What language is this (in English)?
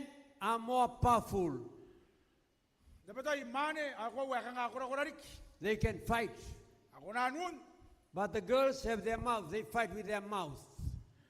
Gilbertese